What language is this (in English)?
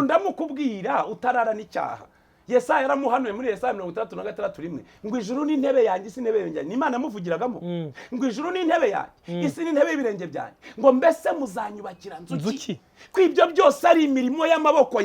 Kinyarwanda